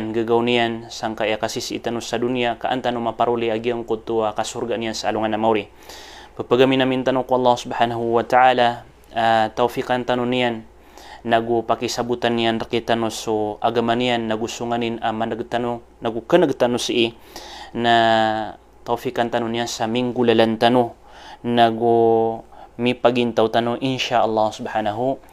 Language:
Maranao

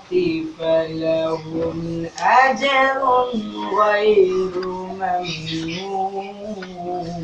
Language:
Arabic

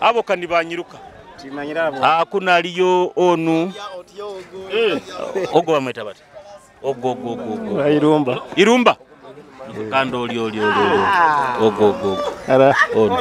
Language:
Nyoro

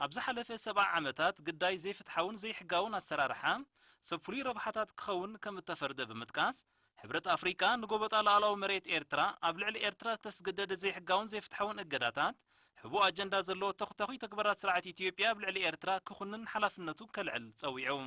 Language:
Tigrinya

